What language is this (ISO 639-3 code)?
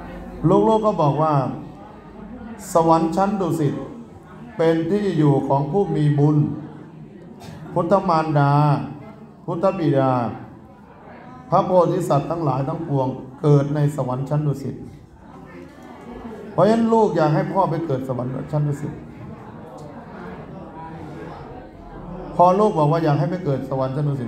tha